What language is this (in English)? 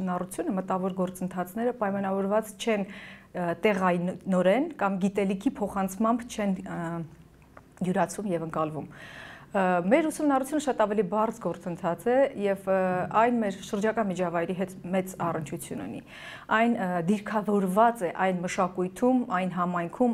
Armenian